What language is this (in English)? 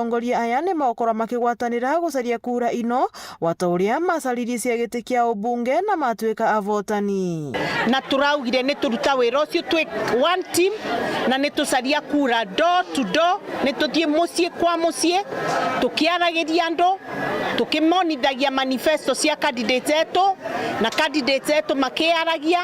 Meru